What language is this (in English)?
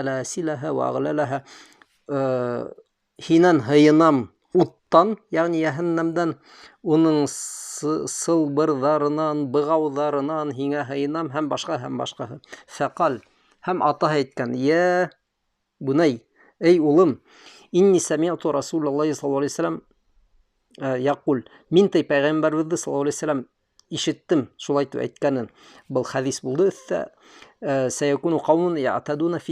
Bashkir